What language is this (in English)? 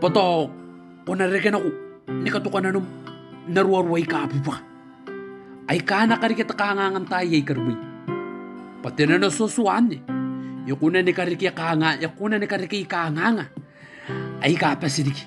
Gilbertese